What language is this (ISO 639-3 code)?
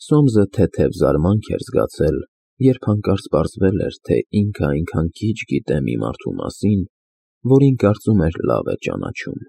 hye